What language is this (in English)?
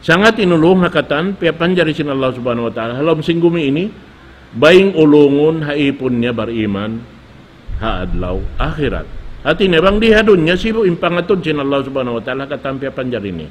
Tausug